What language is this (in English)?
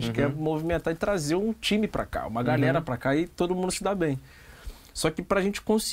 Portuguese